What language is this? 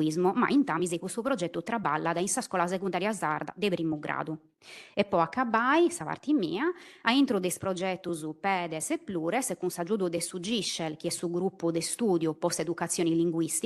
Sardinian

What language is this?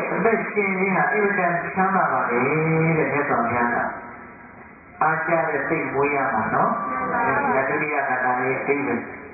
Burmese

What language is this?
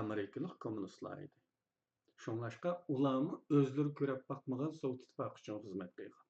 Uyghur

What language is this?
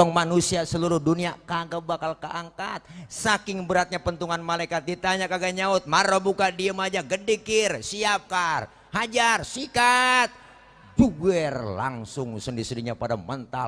Betawi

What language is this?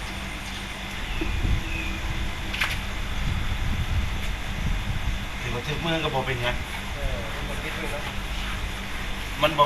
Lao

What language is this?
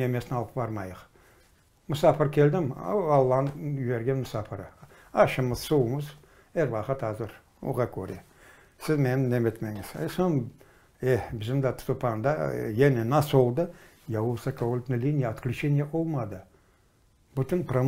Crimean Tatar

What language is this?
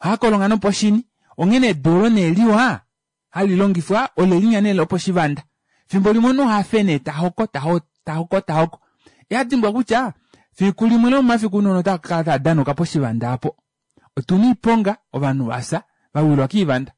Kuanyama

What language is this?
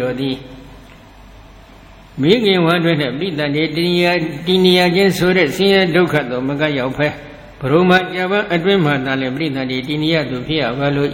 Burmese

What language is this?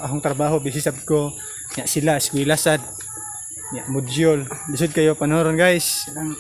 Cebuano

